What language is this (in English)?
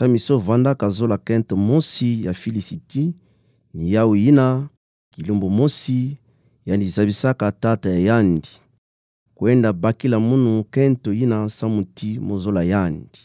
Kituba (Democratic Republic of Congo)